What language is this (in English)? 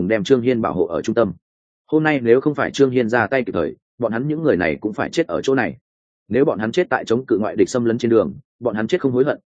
Vietnamese